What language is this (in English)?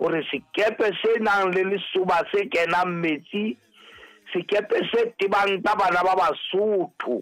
Southern Sotho